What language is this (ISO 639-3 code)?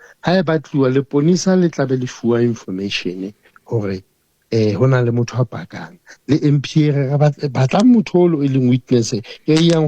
sot